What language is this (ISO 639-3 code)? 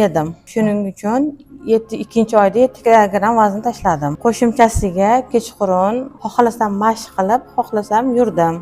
uzb